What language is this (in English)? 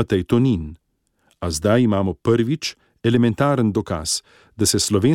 Slovenian